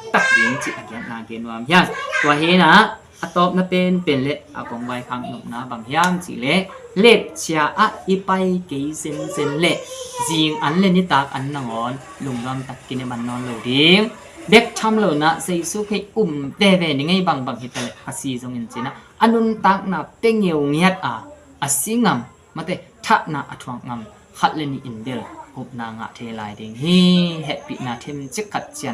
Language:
Tedim Chin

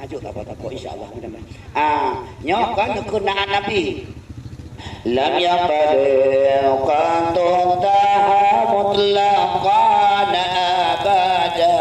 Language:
Achinese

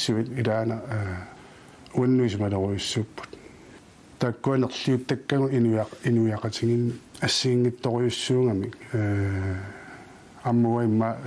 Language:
Kalaallisut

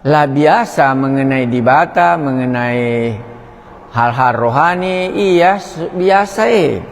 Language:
Batak Karo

